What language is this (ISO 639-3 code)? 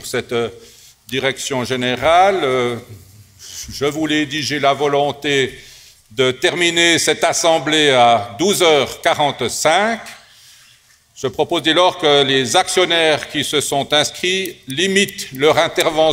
fra